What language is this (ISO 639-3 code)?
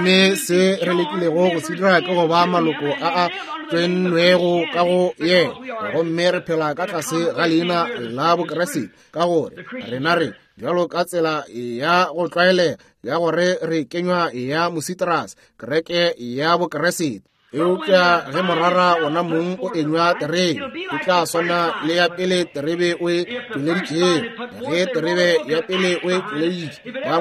nso